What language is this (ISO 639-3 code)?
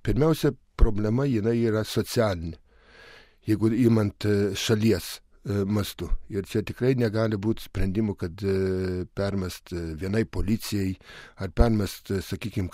lit